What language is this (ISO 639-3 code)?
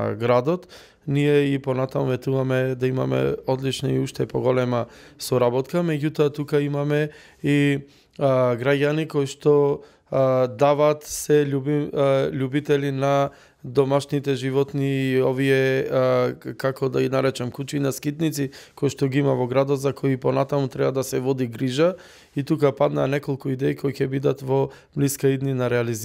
mkd